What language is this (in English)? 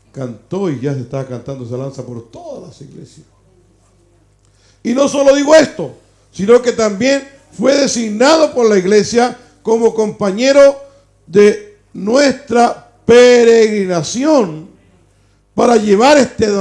Spanish